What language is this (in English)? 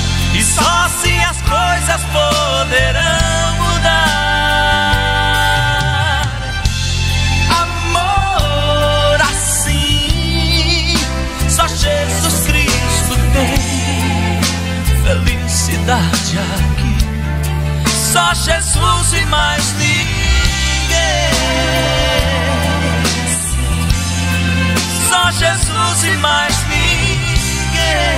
Portuguese